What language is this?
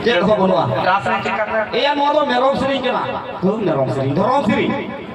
Santali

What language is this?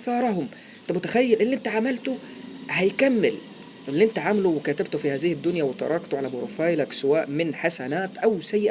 Egyptian Arabic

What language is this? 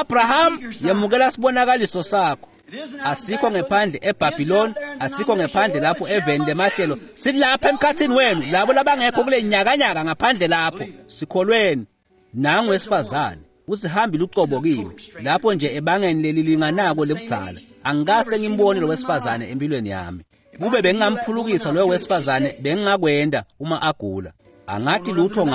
Swati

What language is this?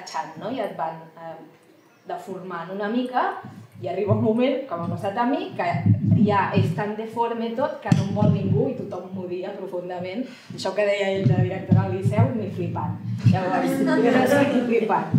Catalan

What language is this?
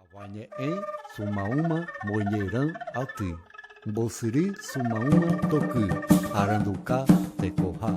Guarani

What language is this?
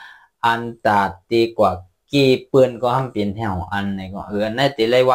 Shan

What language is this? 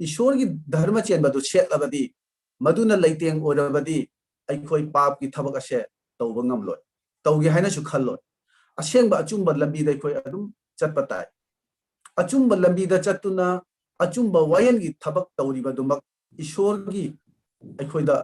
Manipuri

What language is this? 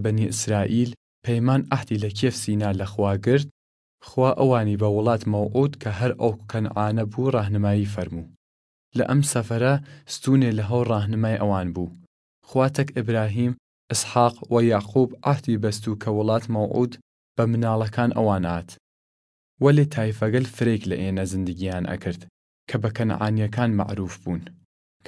Southern Kurdish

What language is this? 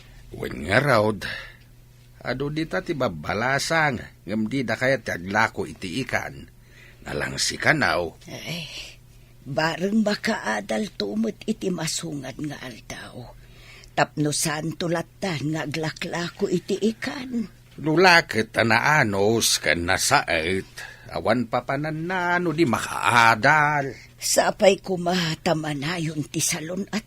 Iloko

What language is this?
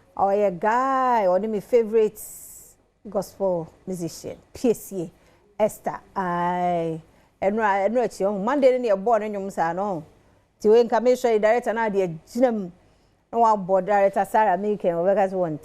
Akan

